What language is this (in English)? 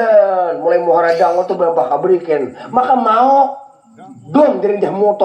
Banjar